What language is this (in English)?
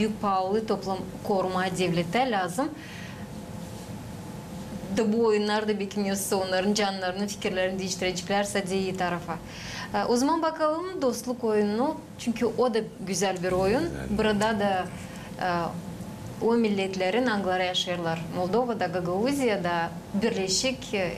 Gagauz